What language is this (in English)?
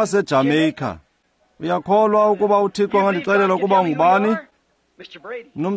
Xhosa